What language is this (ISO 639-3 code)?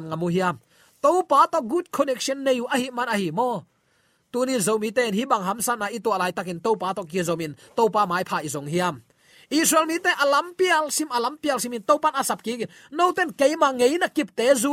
ctd